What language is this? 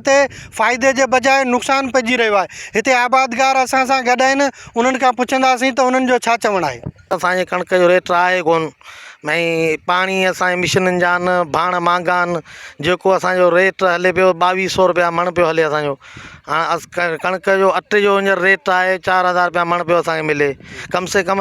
Sindhi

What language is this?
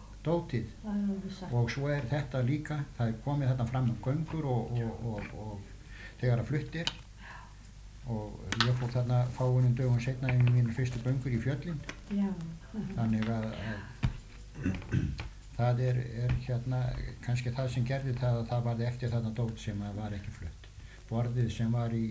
Icelandic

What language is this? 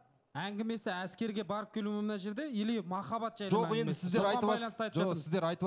Kazakh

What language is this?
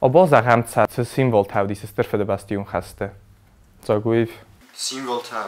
Ossetic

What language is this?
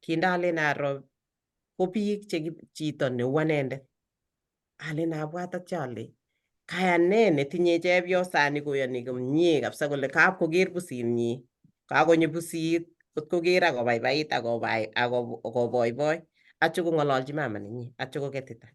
Kalenjin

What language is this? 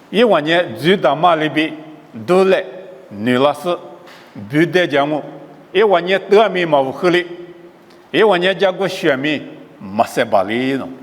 Lisu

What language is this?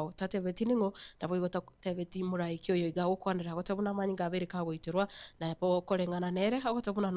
Gusii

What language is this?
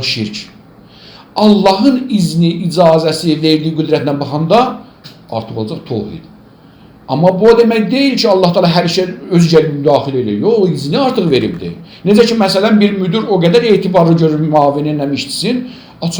Azerbaijani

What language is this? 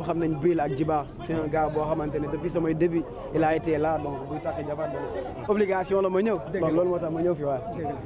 Wolof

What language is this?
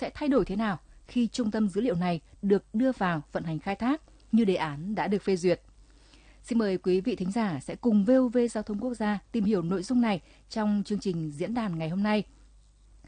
Vietnamese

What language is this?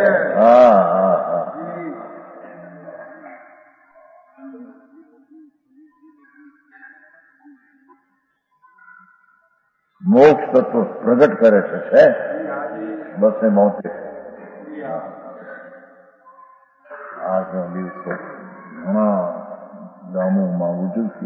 Gujarati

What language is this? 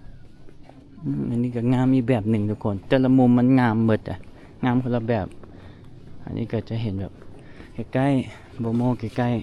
Lao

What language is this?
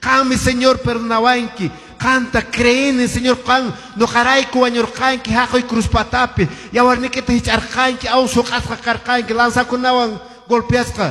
Quechua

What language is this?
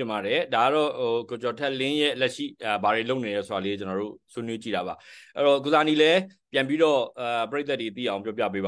Burmese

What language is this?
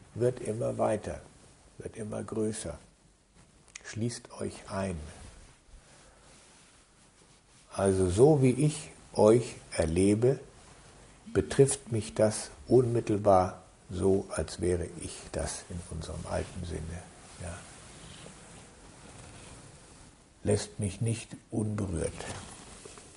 German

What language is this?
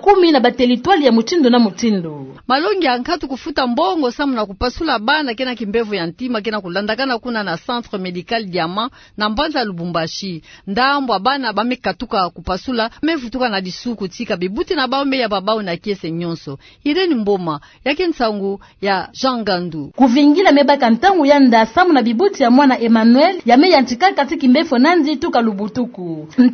Kituba (Democratic Republic of Congo)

